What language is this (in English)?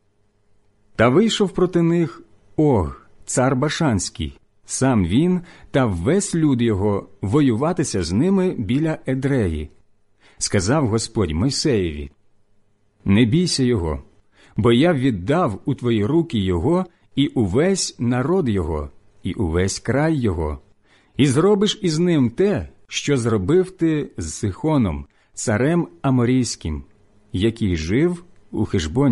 Ukrainian